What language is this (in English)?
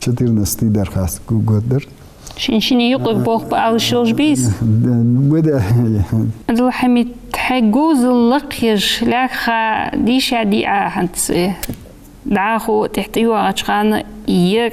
Ingush